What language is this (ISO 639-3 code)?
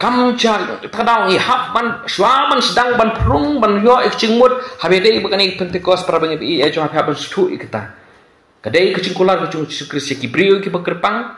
kha